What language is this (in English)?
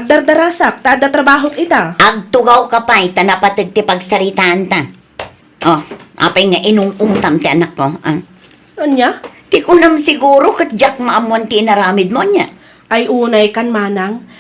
Iloko